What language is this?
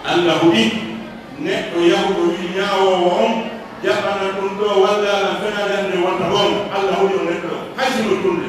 Pular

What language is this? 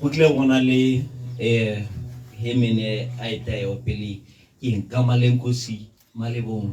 Tswana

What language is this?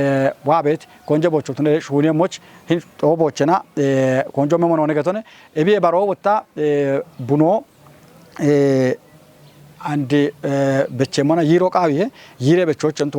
Kafa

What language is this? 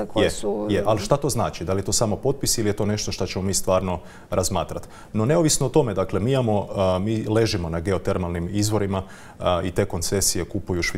Croatian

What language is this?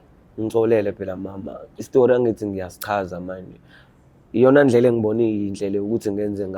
Zulu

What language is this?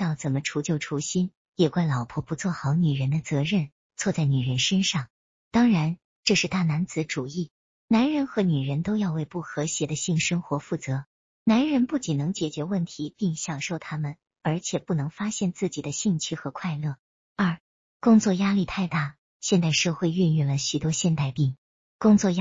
Chinese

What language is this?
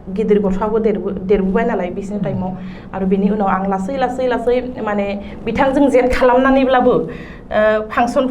Bodo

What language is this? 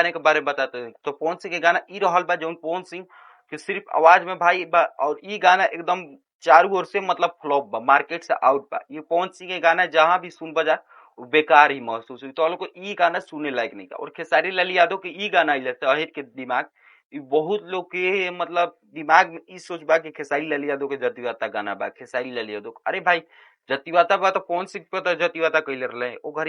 Bhojpuri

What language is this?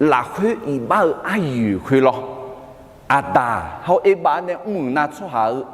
Akha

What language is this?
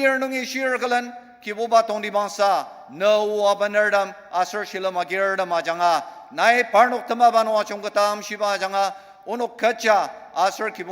Ao Naga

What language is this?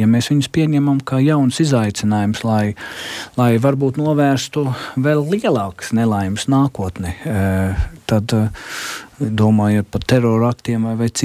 Latvian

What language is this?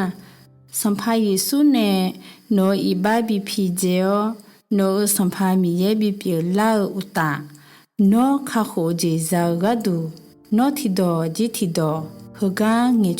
Akha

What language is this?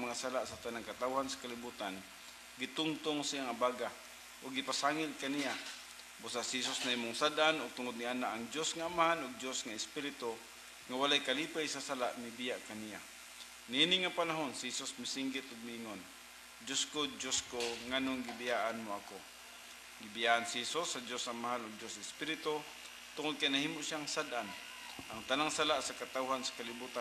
Cebuano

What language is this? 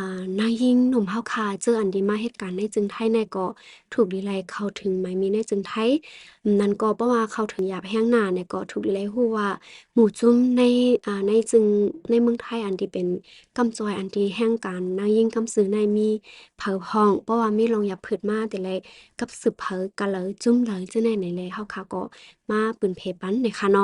Shan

